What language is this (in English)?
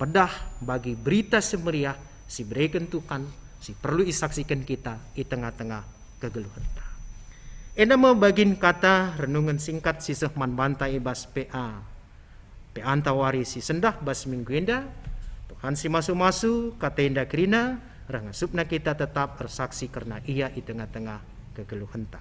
Batak Karo